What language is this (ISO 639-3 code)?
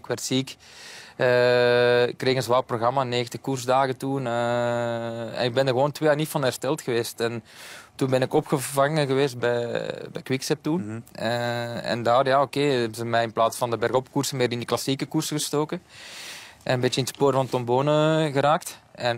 nld